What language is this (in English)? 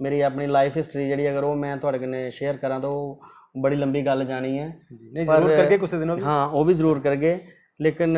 Dogri